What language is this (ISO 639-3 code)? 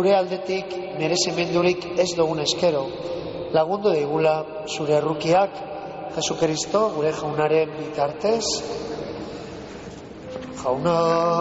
eus